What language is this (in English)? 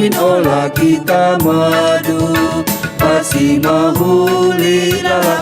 Batak Karo